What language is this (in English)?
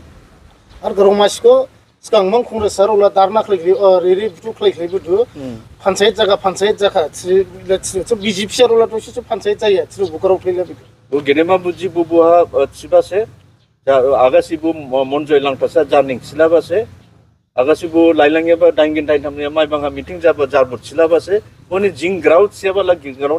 Dimasa